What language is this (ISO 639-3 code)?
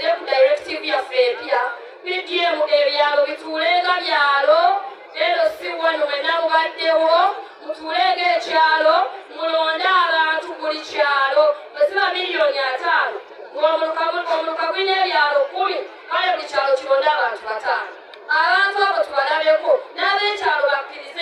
lug